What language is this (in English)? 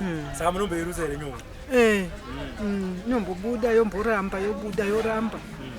Shona